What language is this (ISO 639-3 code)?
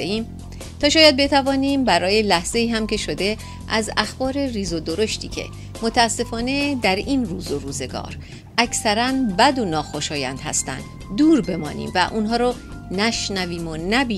fas